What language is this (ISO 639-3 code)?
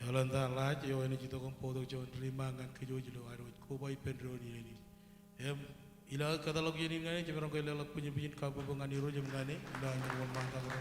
mah